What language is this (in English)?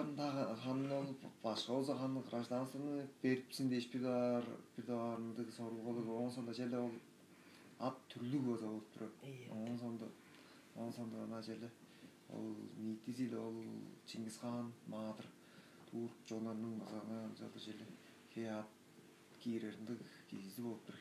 Tuvinian